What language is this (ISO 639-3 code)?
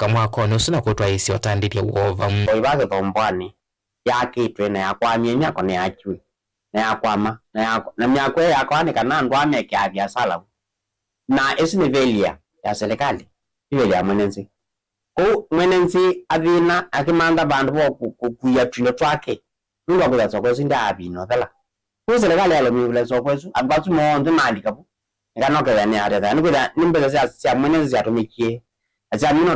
kam